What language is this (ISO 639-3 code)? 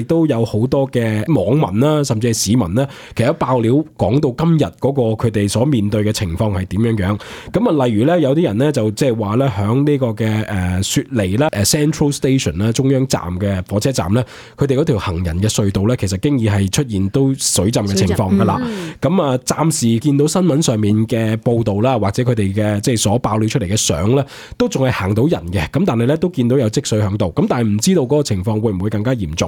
yue